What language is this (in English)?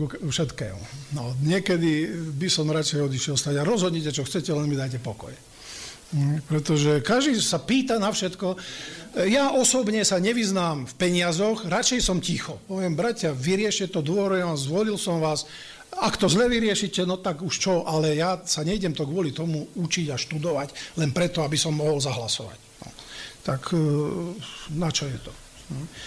Slovak